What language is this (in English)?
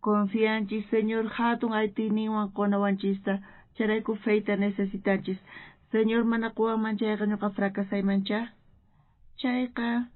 South Bolivian Quechua